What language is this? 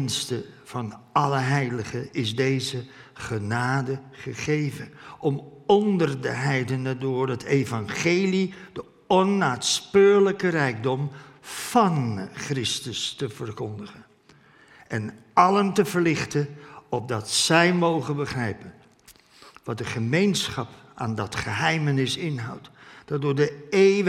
Dutch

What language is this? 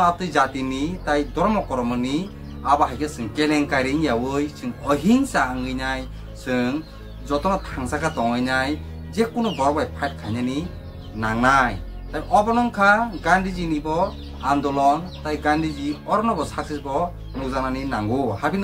Kok Borok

